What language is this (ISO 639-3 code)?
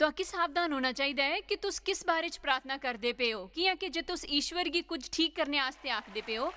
doi